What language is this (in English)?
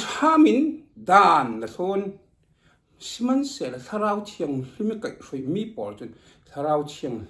Falam Chin